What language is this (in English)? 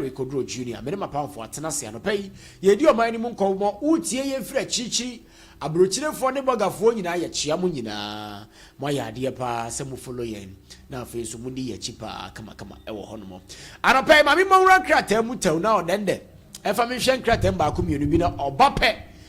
Akan